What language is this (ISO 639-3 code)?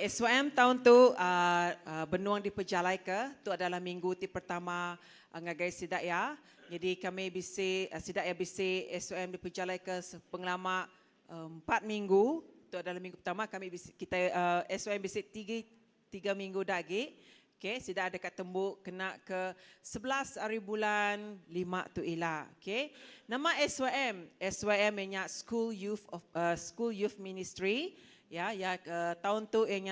iba